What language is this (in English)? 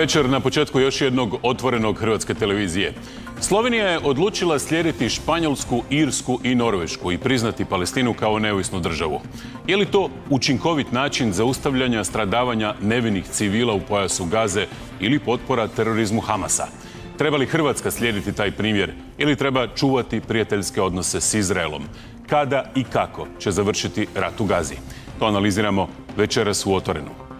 Croatian